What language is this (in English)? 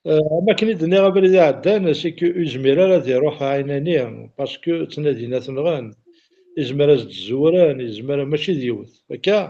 Kabyle